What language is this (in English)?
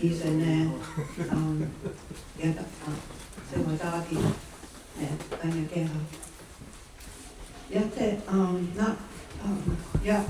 Mohawk